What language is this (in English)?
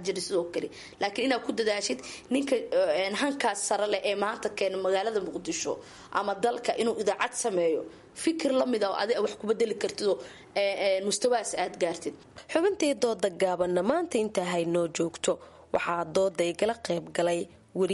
Somali